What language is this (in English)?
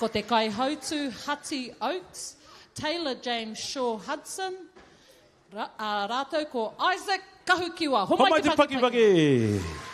Māori